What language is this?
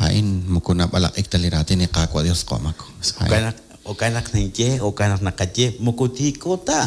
Kekchí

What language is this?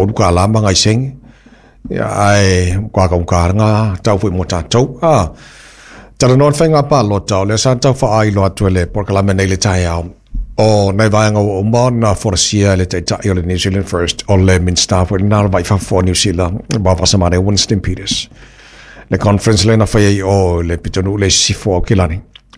Samoan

